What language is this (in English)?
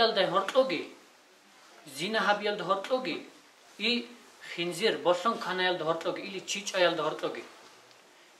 Avaric